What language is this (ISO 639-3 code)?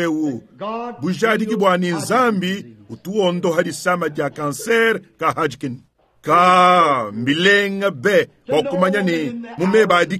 lua